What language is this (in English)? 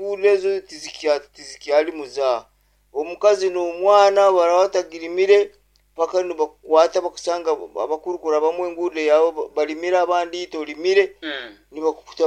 Nyoro